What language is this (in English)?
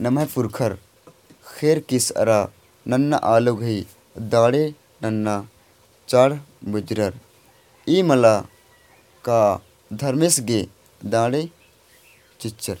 Kurukh